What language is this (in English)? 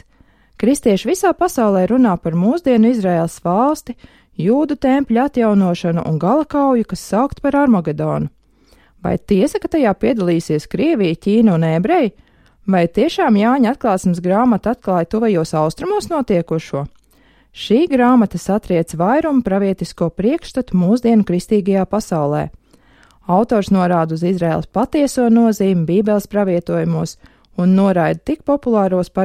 Latvian